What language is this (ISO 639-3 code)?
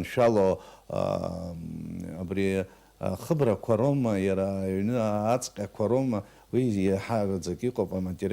abk